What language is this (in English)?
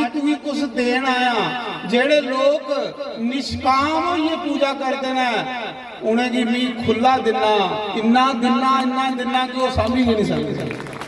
Dogri